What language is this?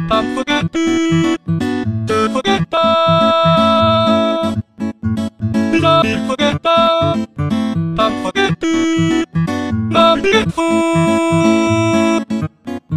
Korean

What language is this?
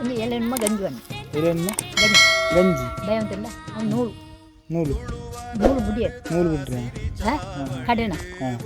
Tulu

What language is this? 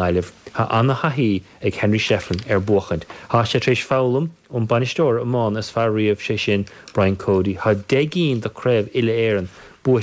Irish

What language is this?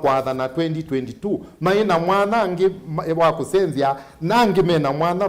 Kamba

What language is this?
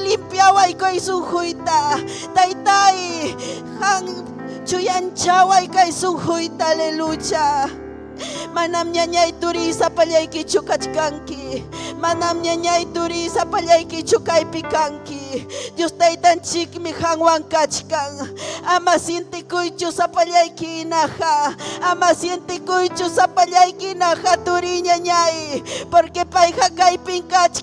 Ayacucho Quechua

